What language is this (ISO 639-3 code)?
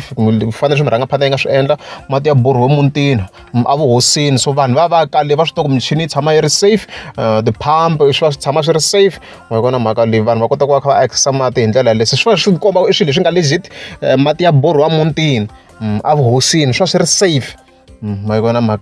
tso